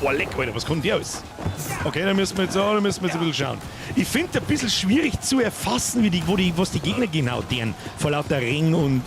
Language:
Bavarian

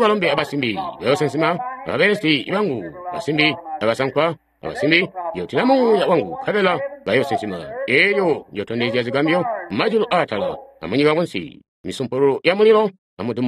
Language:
Tonga (Zambia)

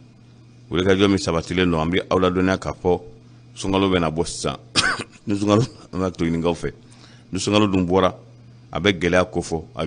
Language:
Bambara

